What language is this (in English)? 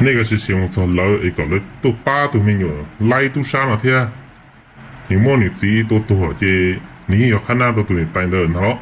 Hmong